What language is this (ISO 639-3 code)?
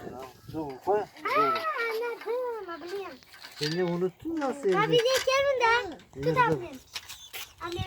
crh